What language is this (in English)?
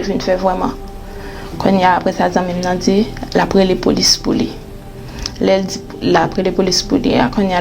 Haitian Creole